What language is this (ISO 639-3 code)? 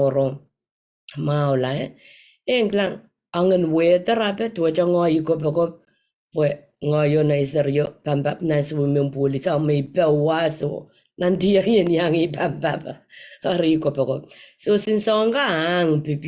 pon